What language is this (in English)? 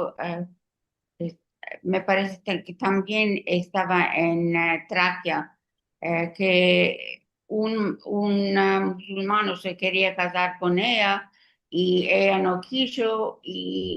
Ladino